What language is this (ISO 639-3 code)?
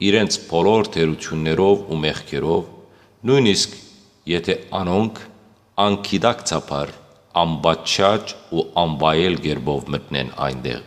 hyw